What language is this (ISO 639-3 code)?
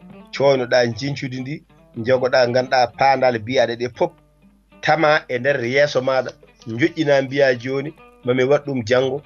ful